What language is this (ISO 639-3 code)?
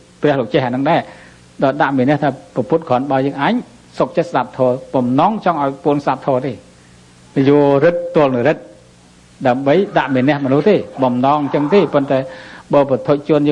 khm